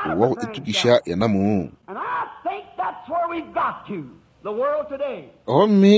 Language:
Northern Sotho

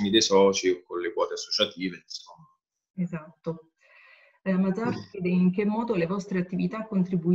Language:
Italian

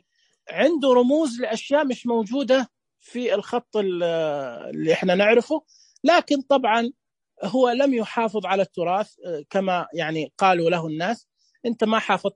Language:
Najdi Arabic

